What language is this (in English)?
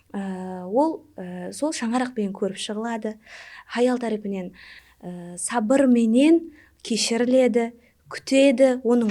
Kara-Kalpak